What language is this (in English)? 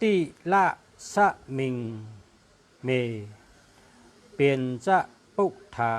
Shan